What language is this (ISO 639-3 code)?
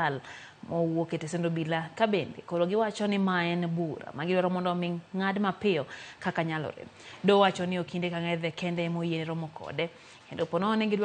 luo